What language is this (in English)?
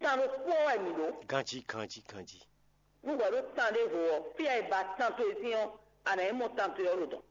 Fon